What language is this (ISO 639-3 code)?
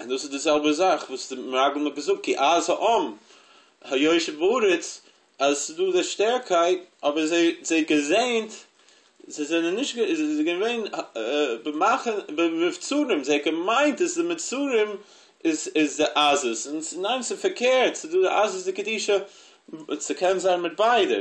yid